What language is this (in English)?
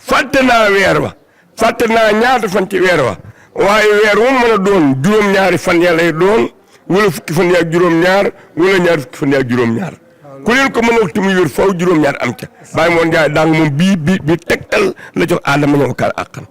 Wolof